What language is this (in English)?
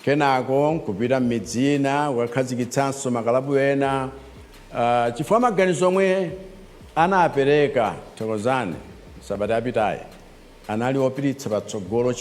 Nyanja